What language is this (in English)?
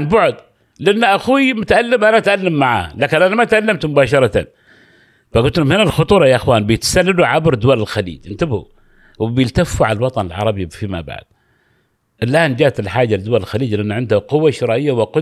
Gulf Arabic